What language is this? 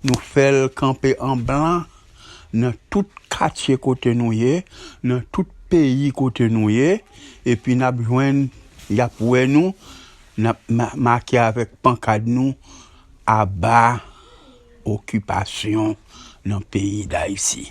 Haitian Creole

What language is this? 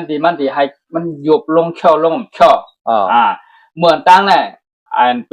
Shan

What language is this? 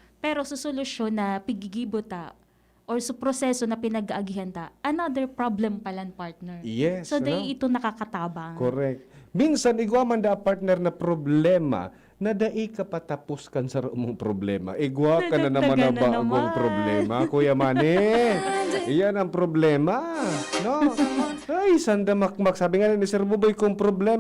Bikol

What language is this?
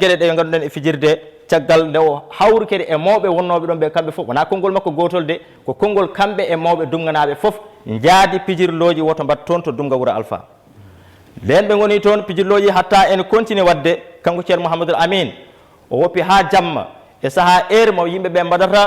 Fula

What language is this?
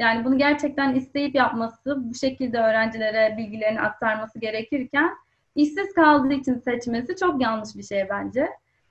Turkish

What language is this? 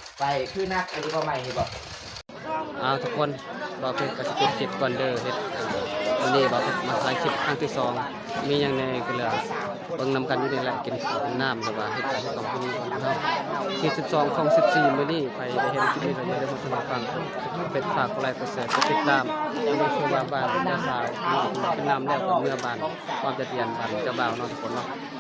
Lao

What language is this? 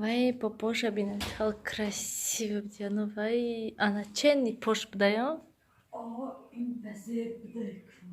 Tajik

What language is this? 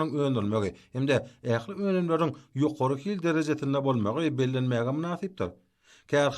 Turkmen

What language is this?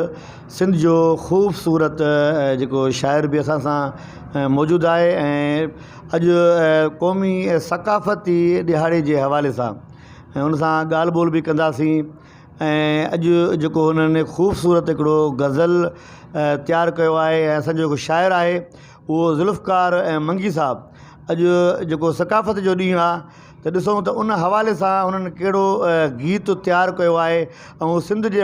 Sindhi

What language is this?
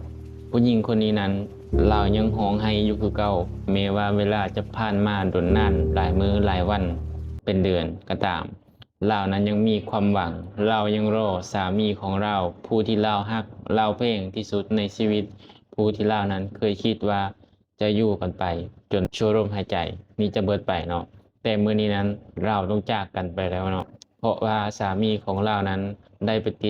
Lao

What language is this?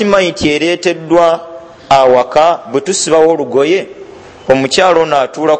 Ganda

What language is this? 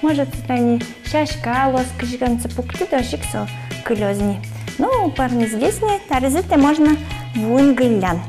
Udmurt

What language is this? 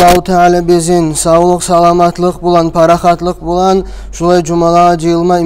Kumyk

